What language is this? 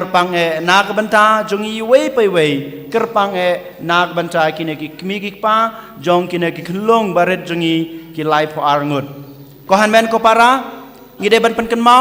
Khasi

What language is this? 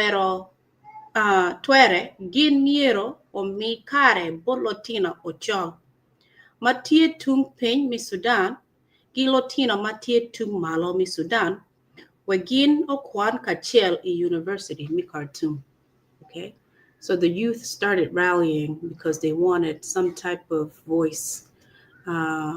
Acoli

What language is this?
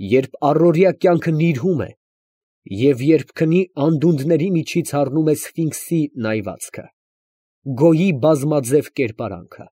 Armenian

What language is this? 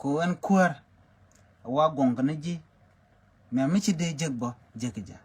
Nuer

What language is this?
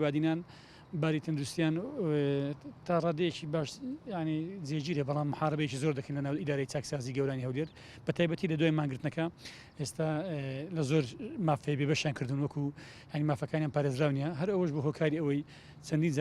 Central Kurdish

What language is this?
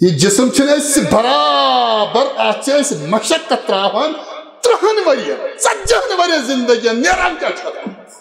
Kashmiri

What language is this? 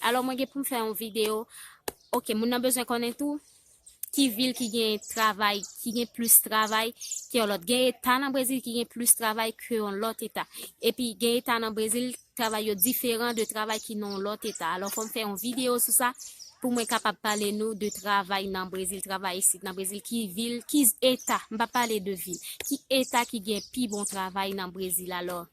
Haitian Creole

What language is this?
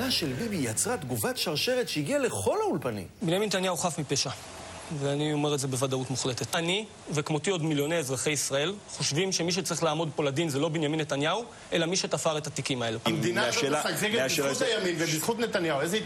Hebrew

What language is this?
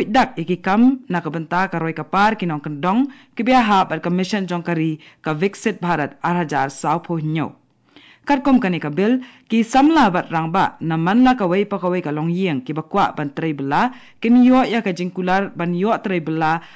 Khasi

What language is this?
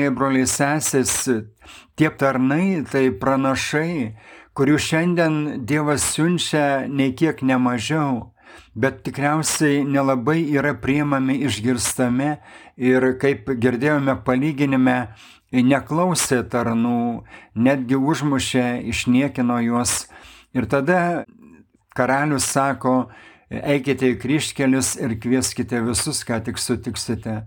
Lithuanian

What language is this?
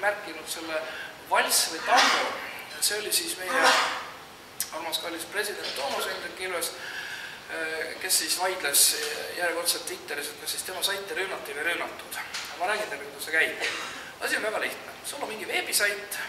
Estonian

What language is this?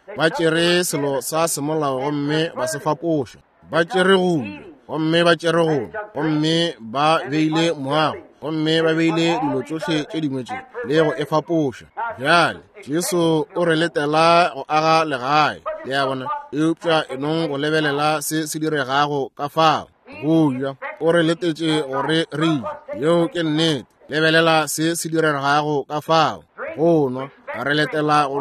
Northern Sotho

